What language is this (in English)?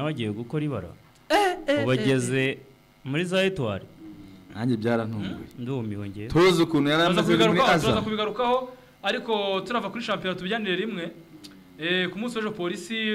Kinyarwanda